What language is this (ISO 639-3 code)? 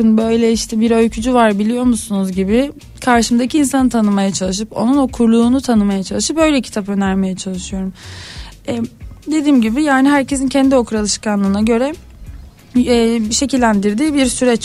tur